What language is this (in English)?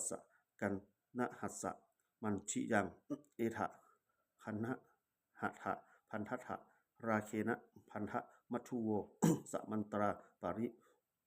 Pali